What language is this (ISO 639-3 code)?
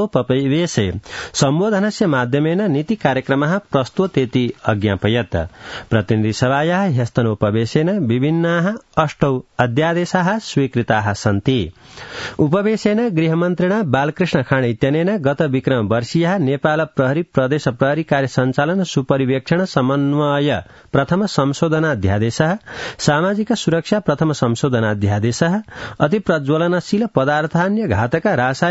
san